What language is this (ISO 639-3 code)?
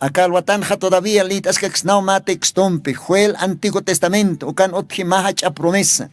aym